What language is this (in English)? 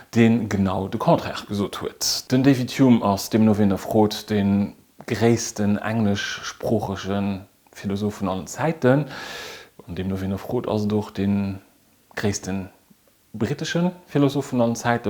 Luxembourgish